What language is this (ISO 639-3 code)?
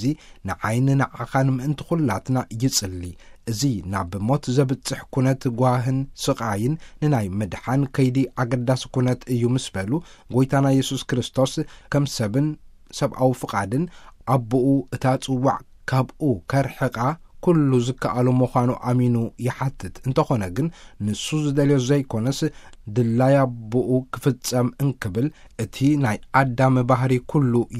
tir